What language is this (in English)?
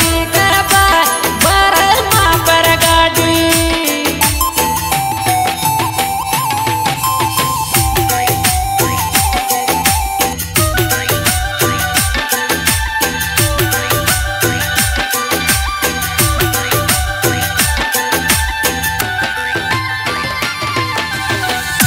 Rajasthani